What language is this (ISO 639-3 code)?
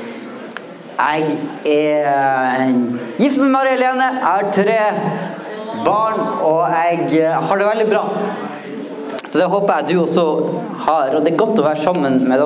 nor